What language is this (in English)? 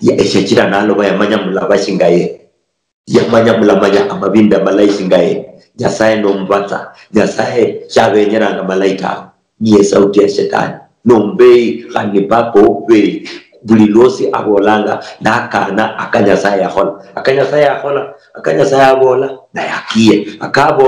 Luyia